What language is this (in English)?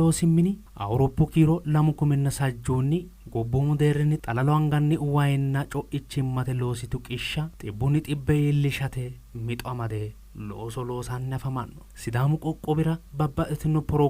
Sidamo